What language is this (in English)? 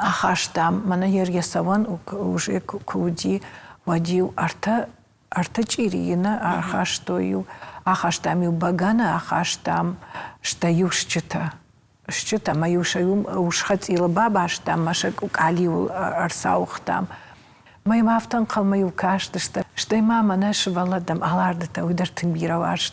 Ossetic